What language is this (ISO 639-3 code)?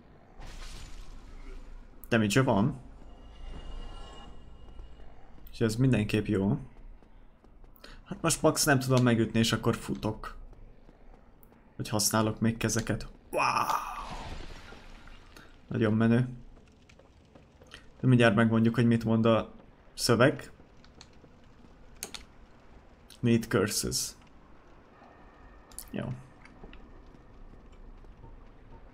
hun